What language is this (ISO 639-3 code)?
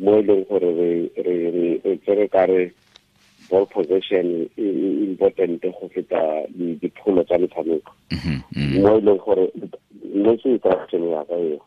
tsn